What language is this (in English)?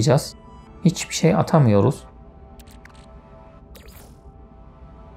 Turkish